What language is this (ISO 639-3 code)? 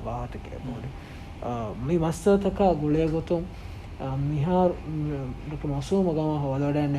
div